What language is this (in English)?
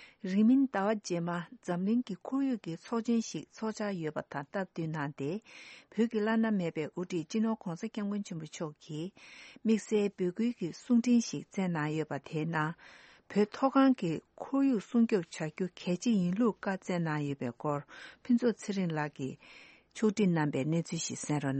Tibetan